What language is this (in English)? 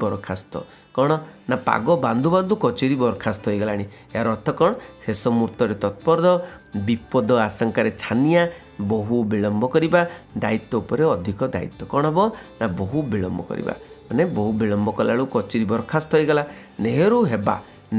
Odia